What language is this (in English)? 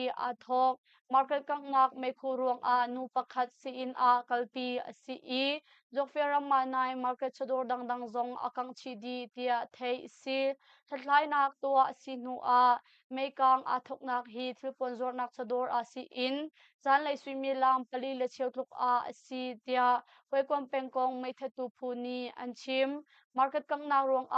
Hakha Chin